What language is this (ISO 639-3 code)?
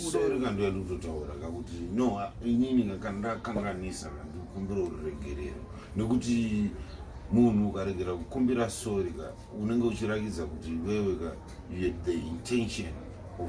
sna